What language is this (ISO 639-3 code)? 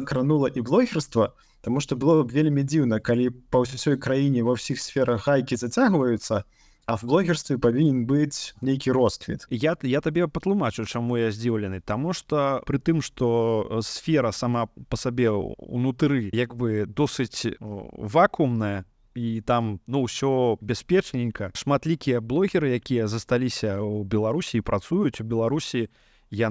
bel